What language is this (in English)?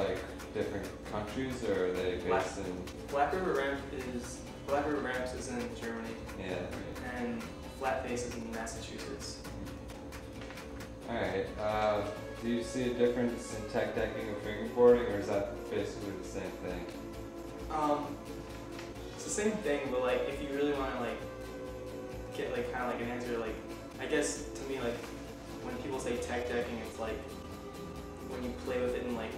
English